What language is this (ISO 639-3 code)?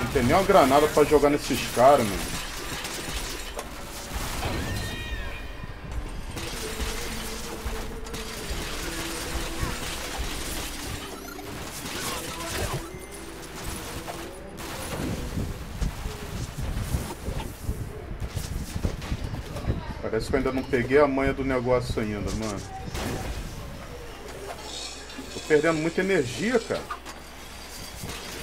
por